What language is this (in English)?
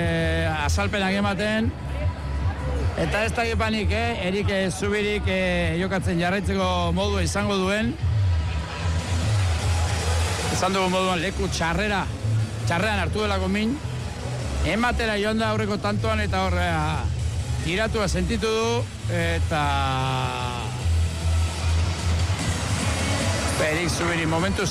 Basque